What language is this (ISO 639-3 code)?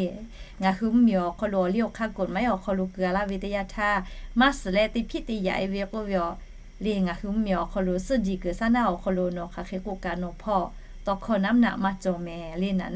lhu